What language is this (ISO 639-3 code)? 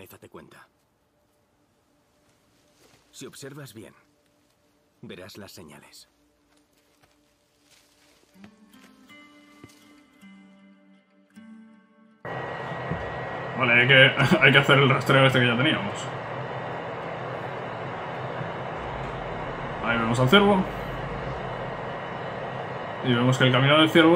spa